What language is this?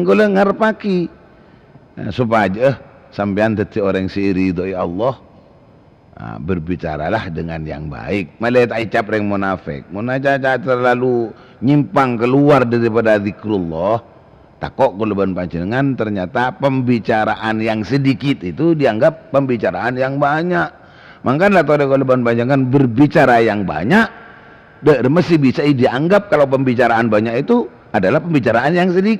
Madurese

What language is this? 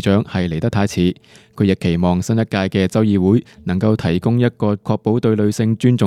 Cantonese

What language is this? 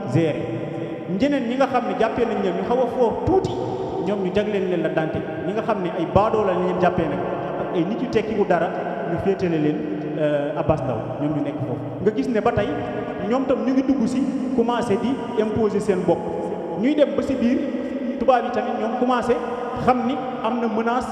Wolof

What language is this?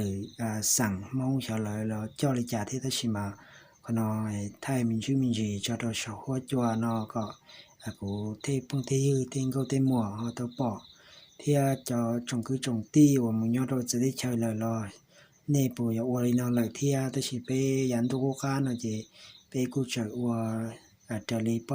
Hmong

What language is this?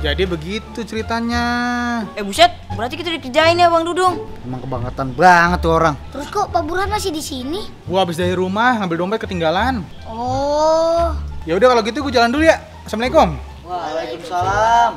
Betawi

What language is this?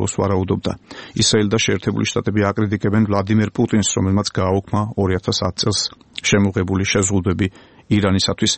Georgian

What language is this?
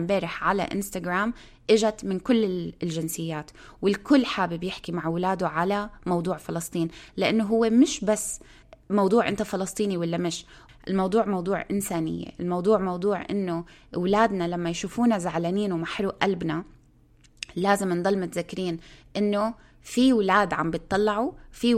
North Levantine Arabic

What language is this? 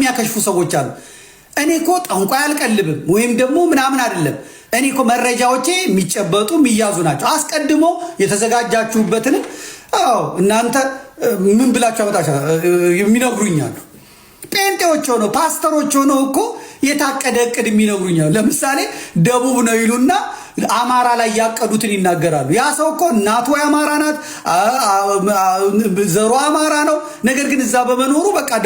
Amharic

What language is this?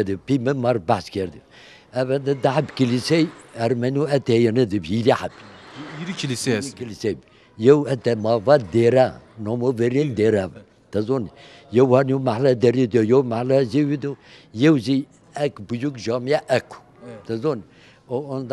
Zaza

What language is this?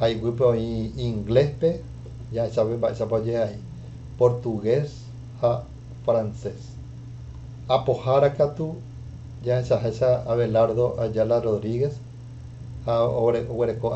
Guarani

